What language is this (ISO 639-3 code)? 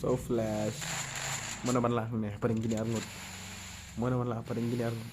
kha